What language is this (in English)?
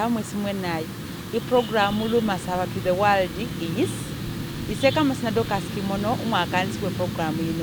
Masaaba